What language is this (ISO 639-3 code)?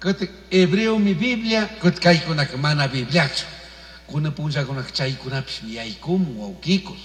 qug